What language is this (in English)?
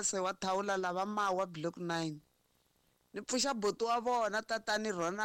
Tsonga